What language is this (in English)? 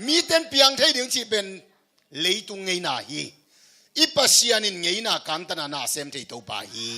Tedim Chin